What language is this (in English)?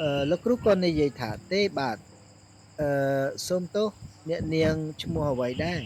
Khmer